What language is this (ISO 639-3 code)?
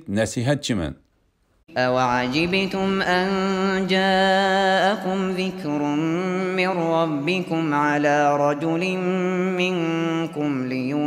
uig